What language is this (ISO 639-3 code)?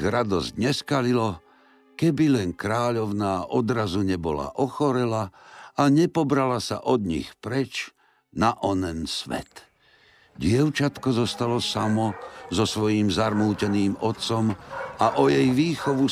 slk